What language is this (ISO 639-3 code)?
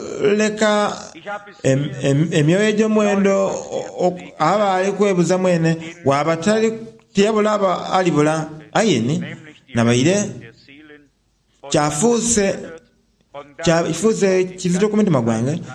xog